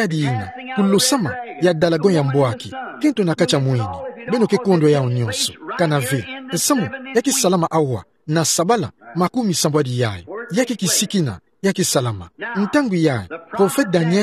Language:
Kituba (Democratic Republic of Congo)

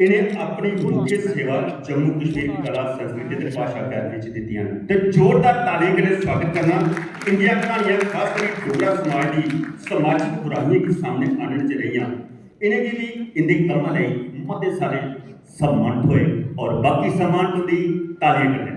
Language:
Dogri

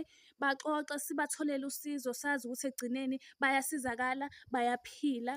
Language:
Zulu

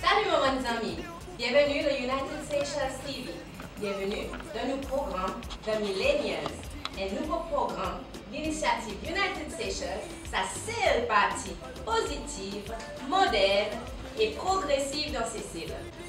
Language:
Seselwa Creole French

